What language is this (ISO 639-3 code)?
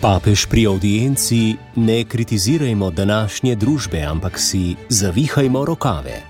slv